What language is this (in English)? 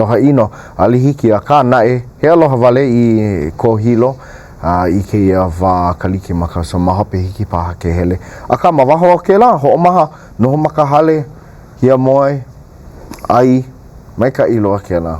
Hawaiian